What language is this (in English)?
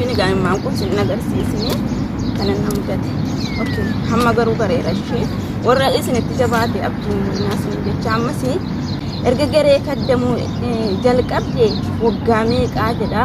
Oromo